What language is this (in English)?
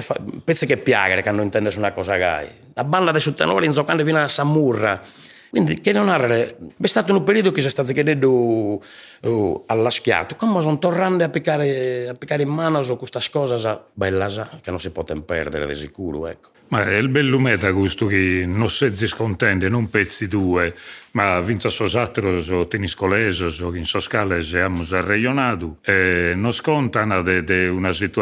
Sardinian